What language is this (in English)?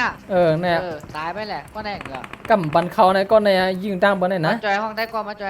Shan